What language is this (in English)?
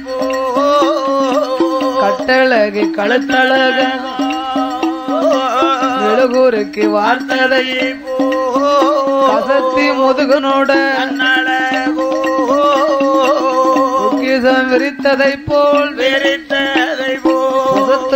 Tamil